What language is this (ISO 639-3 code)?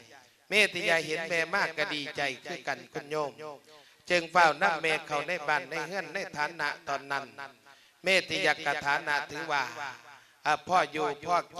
lao